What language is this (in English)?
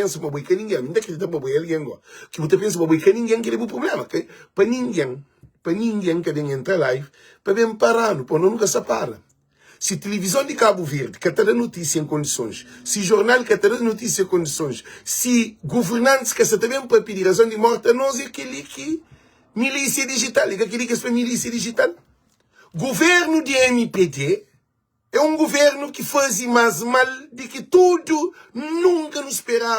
Kabuverdianu